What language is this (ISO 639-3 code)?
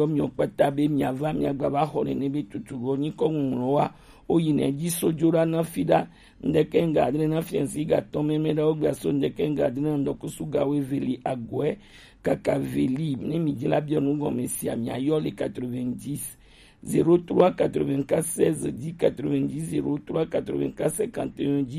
gej